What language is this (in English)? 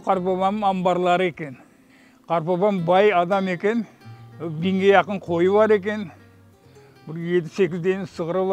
Crimean Tatar